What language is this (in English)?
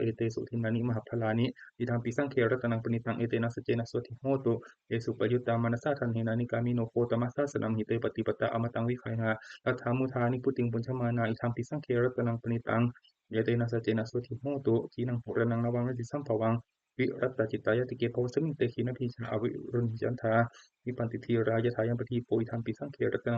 Pali